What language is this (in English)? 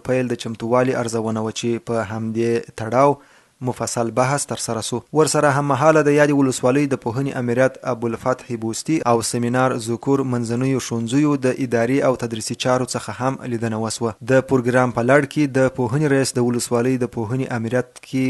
Pashto